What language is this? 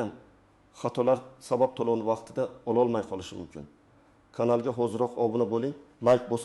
Uzbek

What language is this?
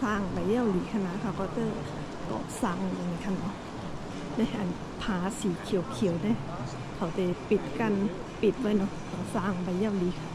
Shan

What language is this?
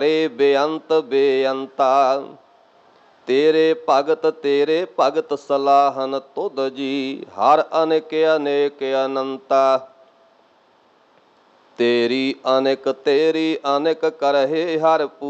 Punjabi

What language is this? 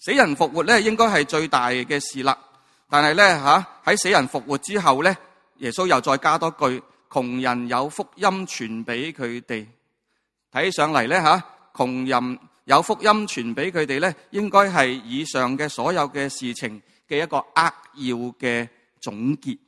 Cantonese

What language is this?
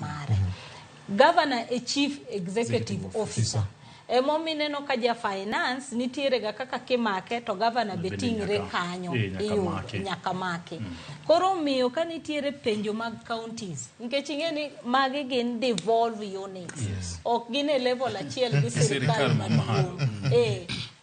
Luo (Kenya and Tanzania)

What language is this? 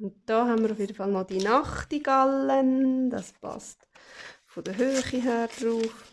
Swiss German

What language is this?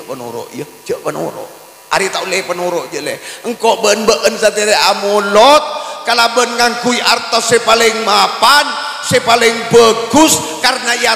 Madurese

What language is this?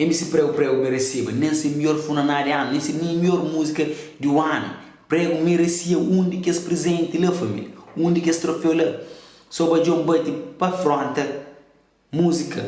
Kabuverdianu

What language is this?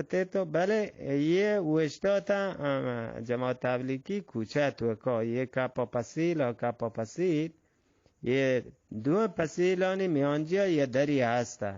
Eastern Balochi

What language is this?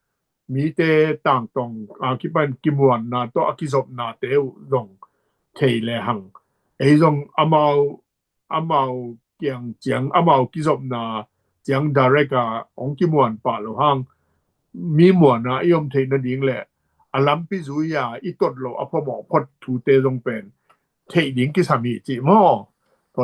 Tedim Chin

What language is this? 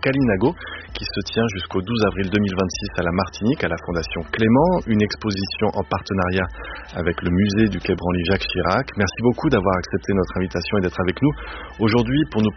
French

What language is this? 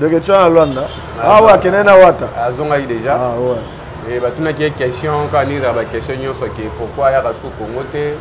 Lingala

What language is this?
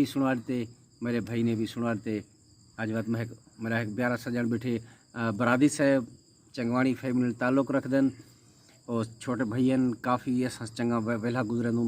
Saraiki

